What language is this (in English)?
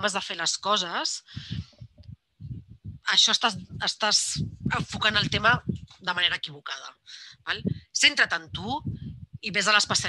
Catalan